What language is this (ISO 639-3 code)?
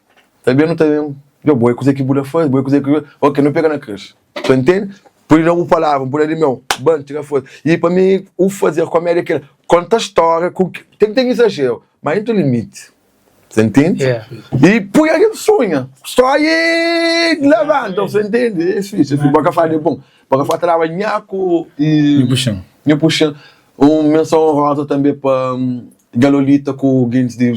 kea